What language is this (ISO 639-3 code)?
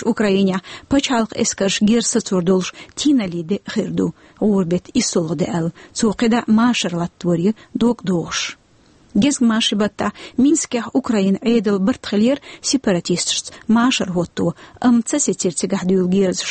che